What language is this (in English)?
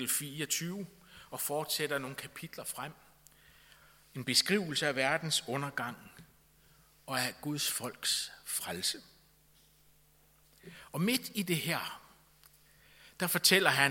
Danish